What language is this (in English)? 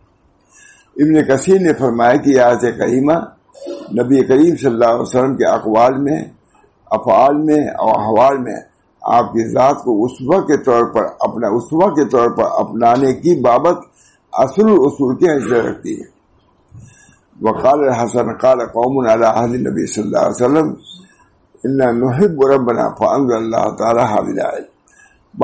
Urdu